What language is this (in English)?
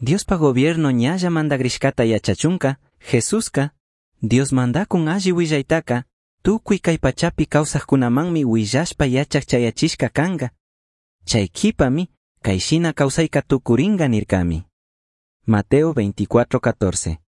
Chimborazo Highland Quichua